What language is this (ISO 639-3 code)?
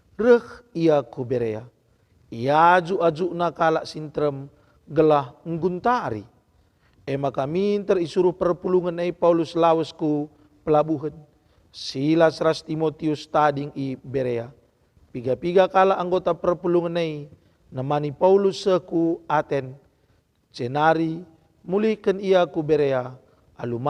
btx